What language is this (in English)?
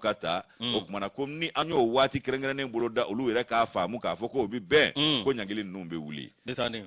Bambara